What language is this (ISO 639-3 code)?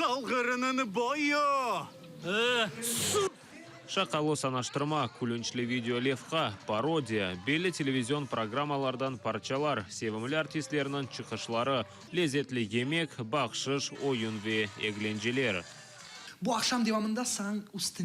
crh